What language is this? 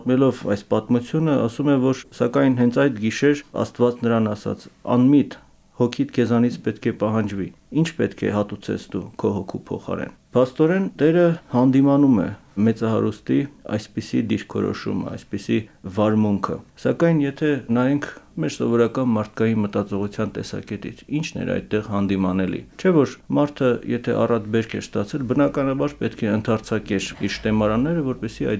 Armenian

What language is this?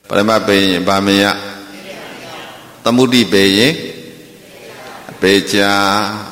Burmese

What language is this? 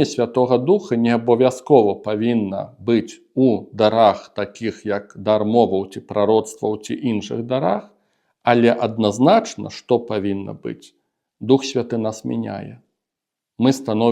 Belarusian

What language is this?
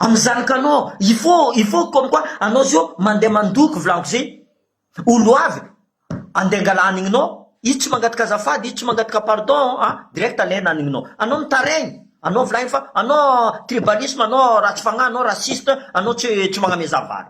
Malagasy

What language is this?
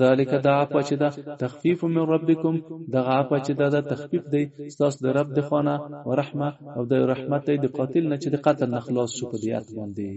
Pashto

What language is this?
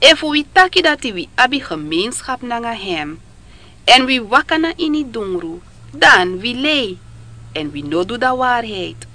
Sranan Tongo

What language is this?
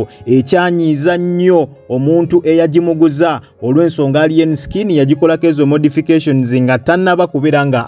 Ganda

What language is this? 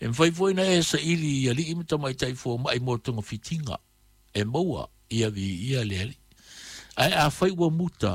Samoan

